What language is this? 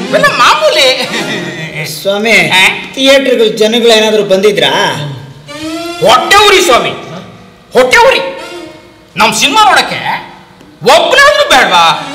Kannada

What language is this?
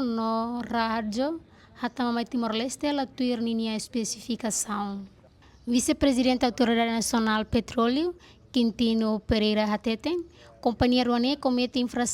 Tetum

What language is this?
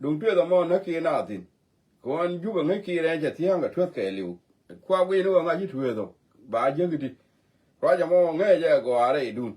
Nuer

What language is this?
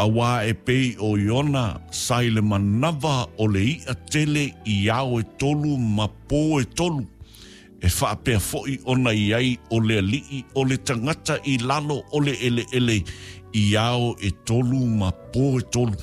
Samoan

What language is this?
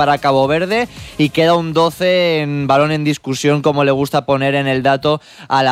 Spanish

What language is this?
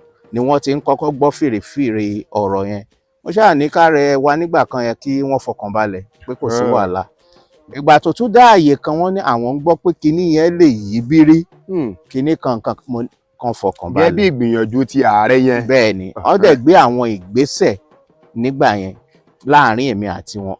Yoruba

